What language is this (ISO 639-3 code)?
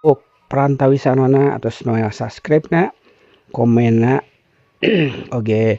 sun